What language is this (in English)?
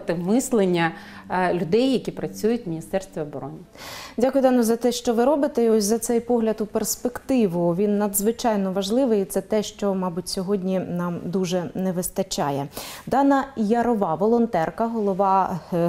Ukrainian